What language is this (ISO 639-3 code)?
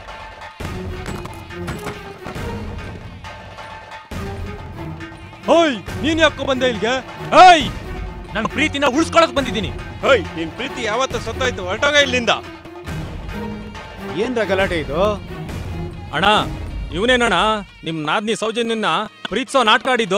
kan